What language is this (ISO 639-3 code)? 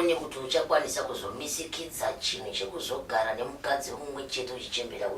sna